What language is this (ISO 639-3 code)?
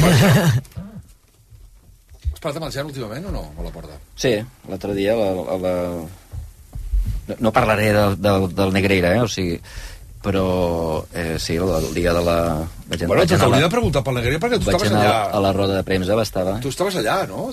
cat